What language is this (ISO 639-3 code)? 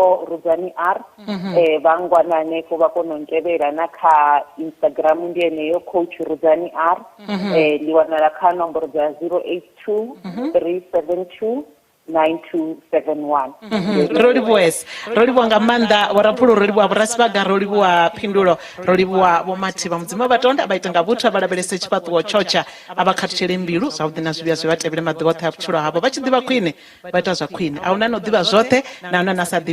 ven